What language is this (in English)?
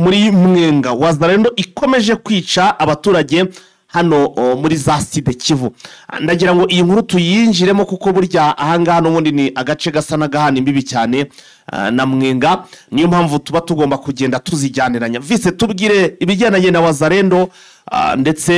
Kinyarwanda